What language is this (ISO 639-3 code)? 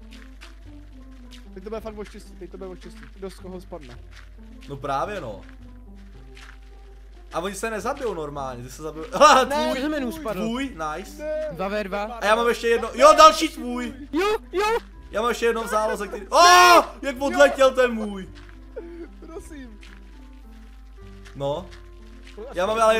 ces